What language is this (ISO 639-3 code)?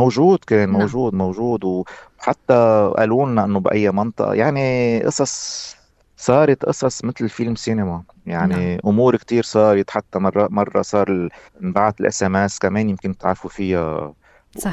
apc